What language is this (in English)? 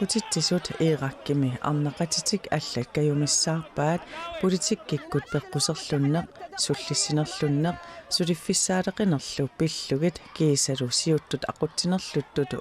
Kalaallisut